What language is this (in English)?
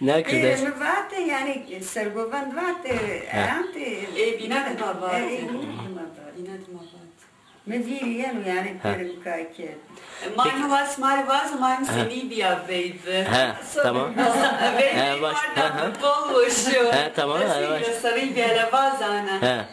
Zaza